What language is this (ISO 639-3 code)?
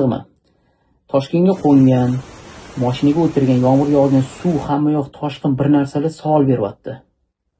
uzb